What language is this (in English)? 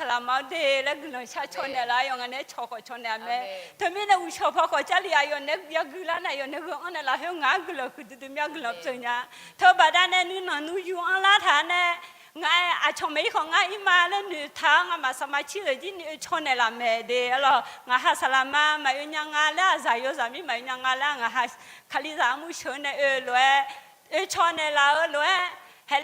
Akha